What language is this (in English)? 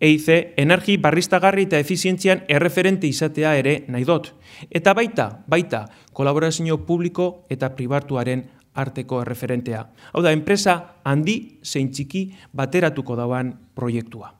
Basque